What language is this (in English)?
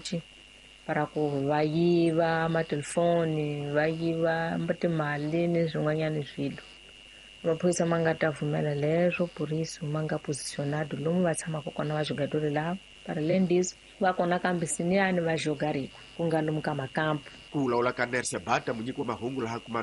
Tsonga